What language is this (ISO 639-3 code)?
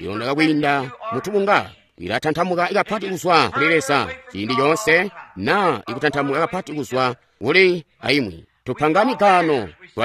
toi